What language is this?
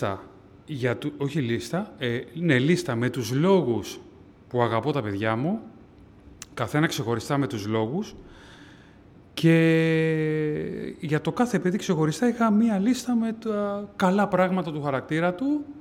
Greek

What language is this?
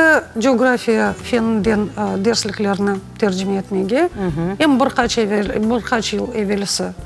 Crimean Tatar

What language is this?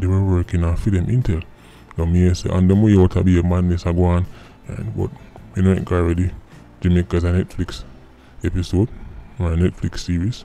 Jamaican Creole English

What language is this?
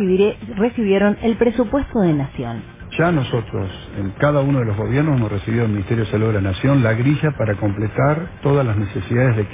Spanish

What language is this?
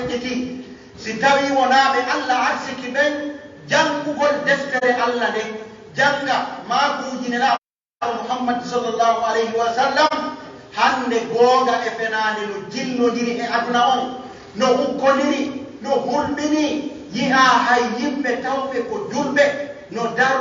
Pular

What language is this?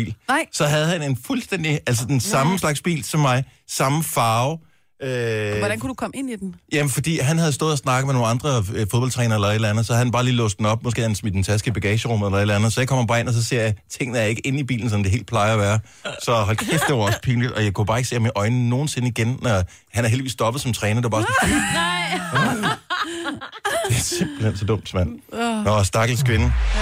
Danish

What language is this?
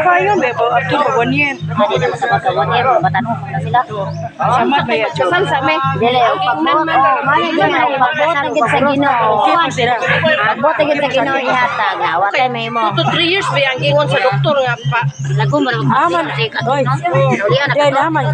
Cebuano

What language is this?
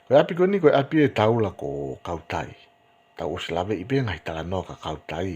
Tongan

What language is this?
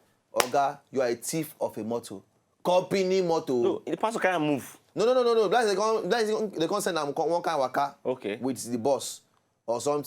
Nigerian Pidgin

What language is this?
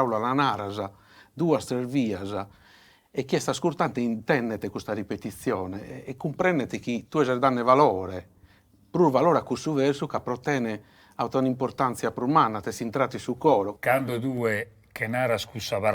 Sardinian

